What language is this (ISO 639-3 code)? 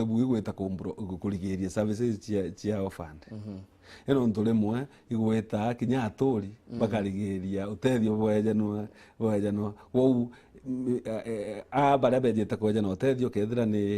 mer